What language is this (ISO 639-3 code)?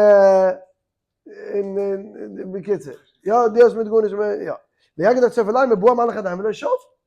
yid